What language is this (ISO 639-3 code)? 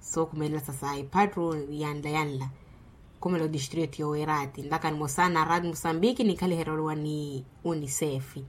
vmw